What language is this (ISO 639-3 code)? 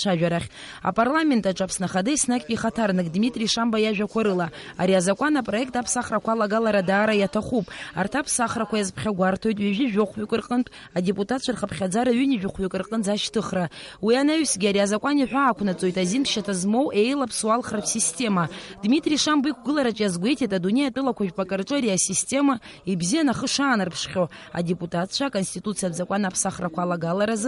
abk